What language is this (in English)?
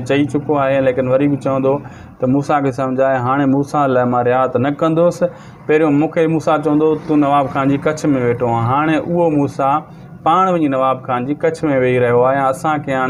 Sindhi